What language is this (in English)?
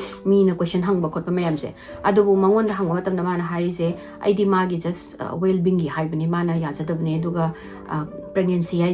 Manipuri